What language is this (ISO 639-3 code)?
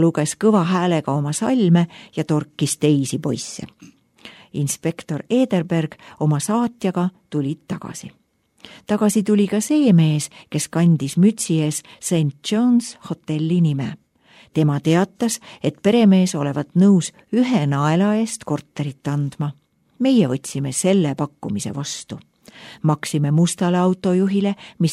est